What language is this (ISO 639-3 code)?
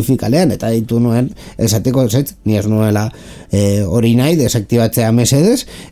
eus